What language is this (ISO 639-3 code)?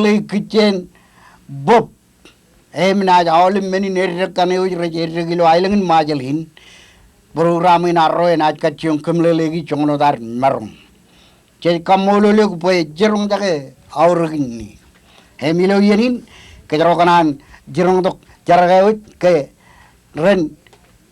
mah